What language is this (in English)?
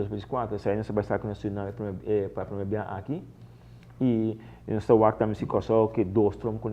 Papiamento